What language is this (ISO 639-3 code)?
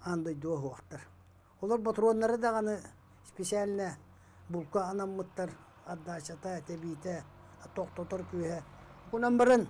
sah